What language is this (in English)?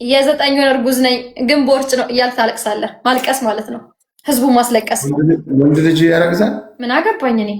Amharic